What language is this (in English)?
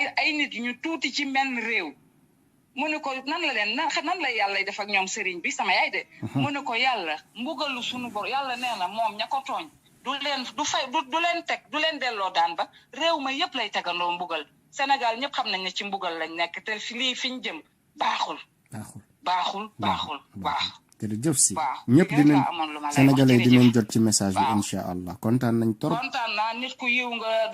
Wolof